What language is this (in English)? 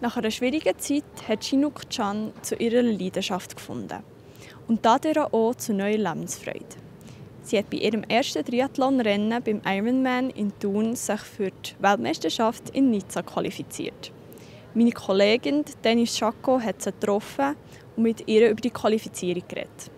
Swiss German